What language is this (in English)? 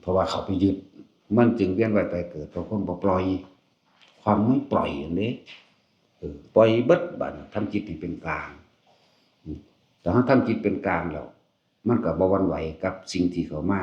Northeastern Thai